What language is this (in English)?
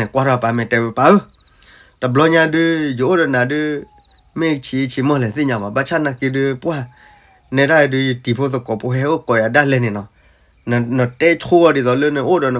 S'gaw Karen